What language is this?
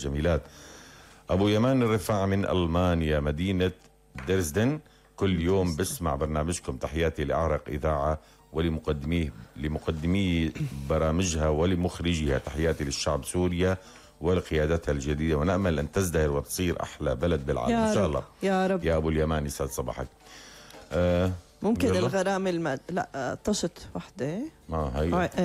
North Levantine Arabic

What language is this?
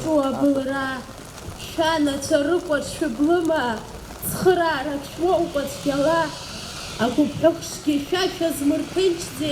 Abkhazian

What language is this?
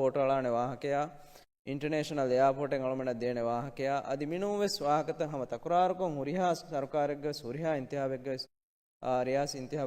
Divehi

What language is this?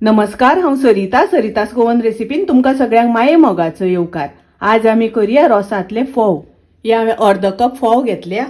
Konkani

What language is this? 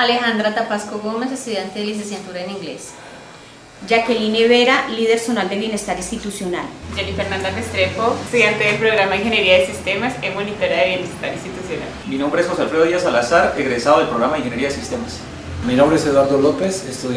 Spanish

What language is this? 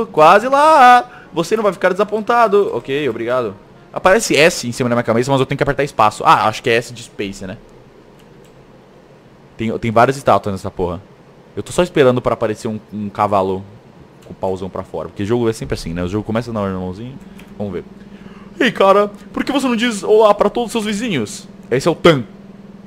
Portuguese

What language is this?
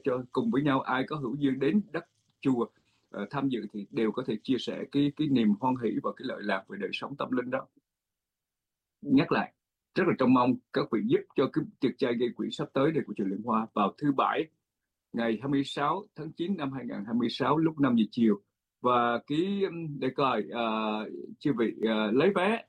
Vietnamese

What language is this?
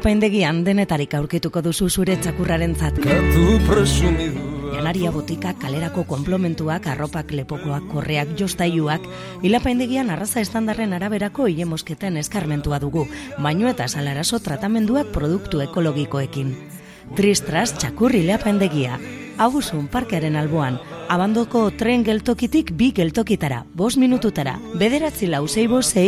Basque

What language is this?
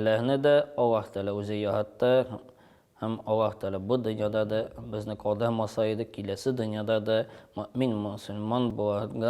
Tatar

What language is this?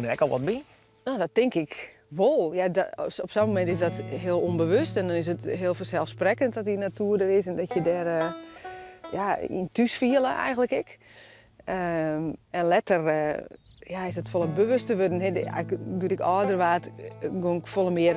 Western Frisian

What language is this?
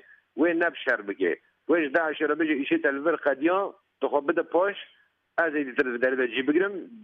Kurdish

